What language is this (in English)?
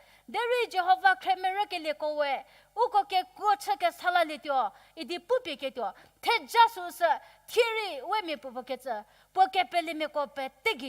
Angami Naga